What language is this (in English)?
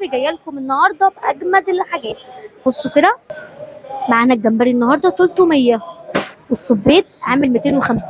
Egyptian Arabic